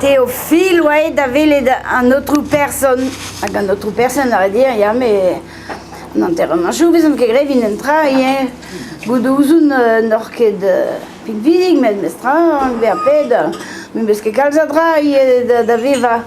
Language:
Breton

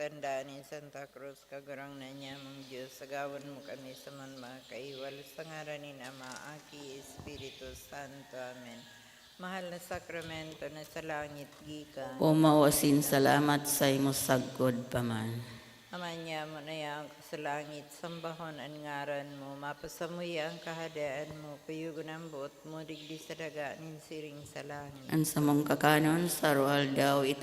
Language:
Bikol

